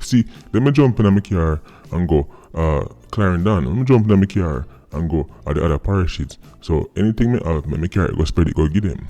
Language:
Jamaican Creole English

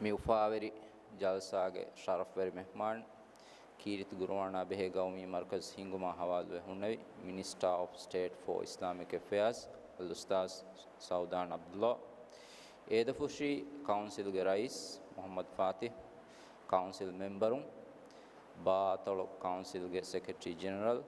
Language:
Divehi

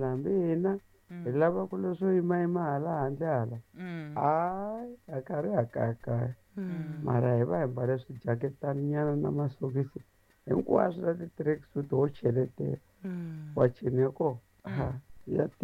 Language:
Tsonga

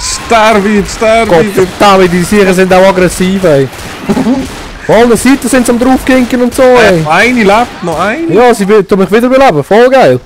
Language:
Swiss German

